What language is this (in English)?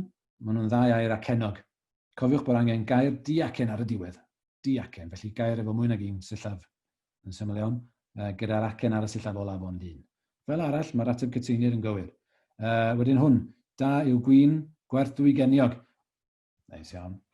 Welsh